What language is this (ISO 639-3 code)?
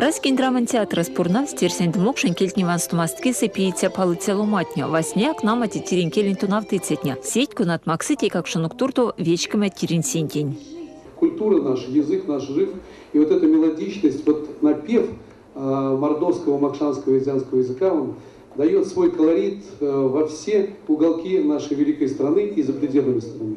myv